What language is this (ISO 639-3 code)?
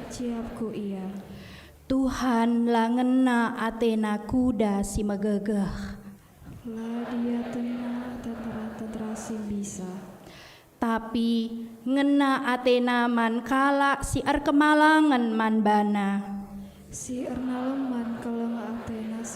btx